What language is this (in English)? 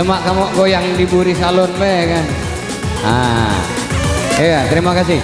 Musi